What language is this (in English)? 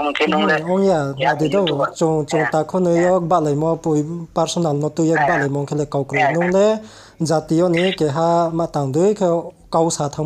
Riang (India)